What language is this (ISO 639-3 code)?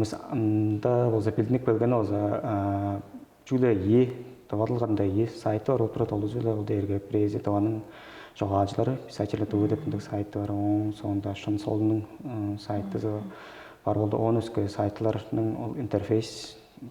tyv